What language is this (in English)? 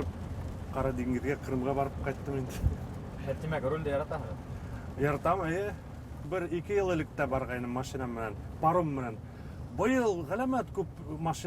Bashkir